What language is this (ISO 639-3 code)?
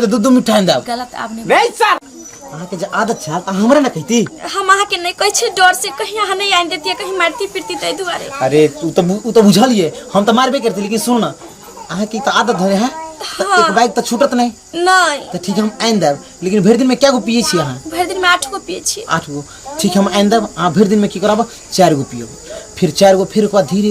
mai